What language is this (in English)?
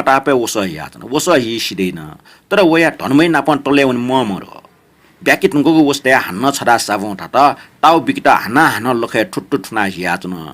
Newari